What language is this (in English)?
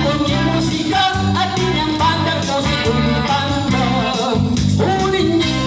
Pampanga